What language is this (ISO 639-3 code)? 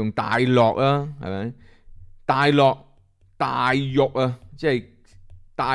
yue